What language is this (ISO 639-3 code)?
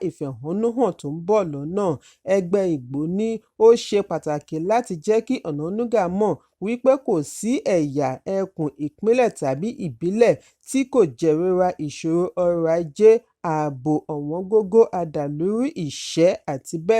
yor